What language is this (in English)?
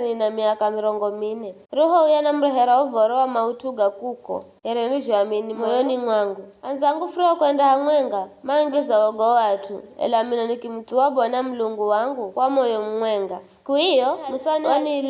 Giryama